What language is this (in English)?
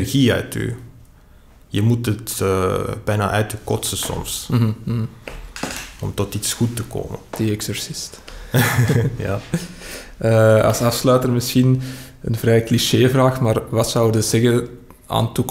Dutch